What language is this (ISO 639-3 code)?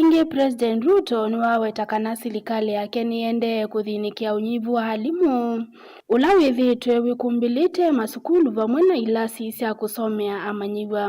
kam